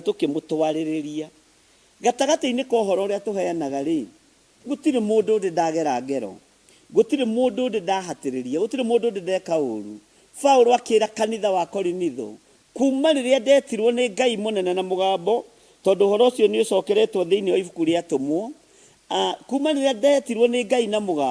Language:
Kikuyu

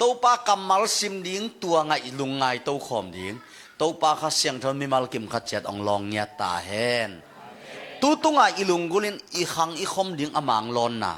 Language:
Tedim Chin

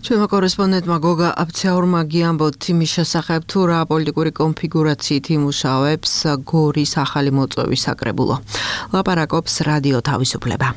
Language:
Georgian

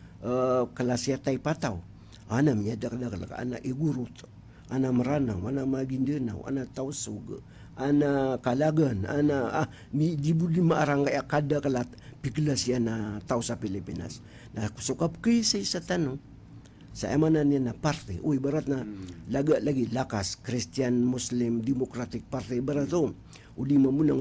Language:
Maranao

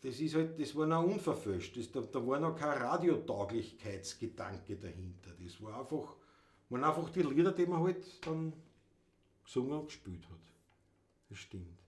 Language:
Bavarian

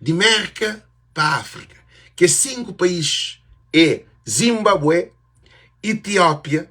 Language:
Kabuverdianu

